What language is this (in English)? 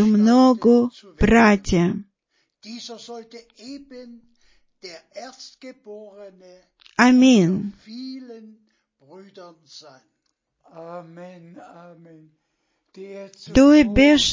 Bulgarian